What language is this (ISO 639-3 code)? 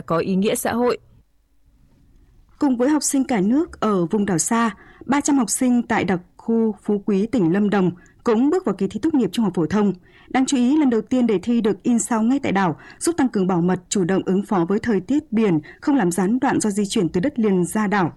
vie